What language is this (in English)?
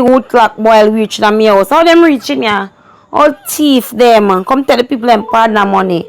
Jamaican Creole English